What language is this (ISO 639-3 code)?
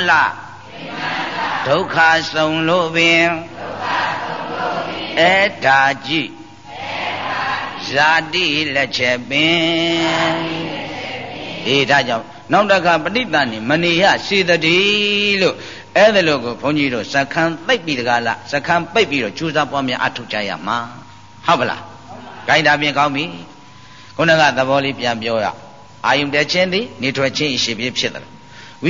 mya